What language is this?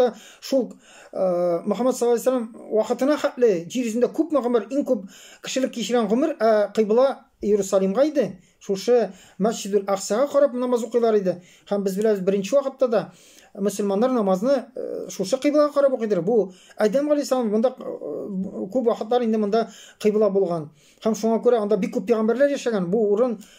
Tatar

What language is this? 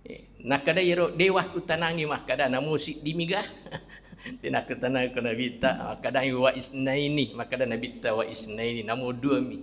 Buginese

